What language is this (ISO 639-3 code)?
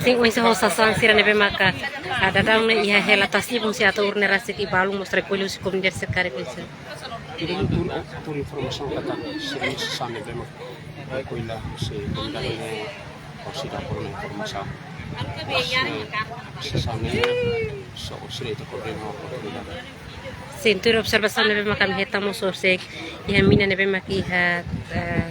tet